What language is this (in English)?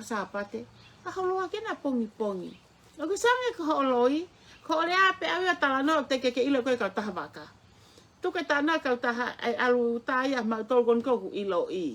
Tongan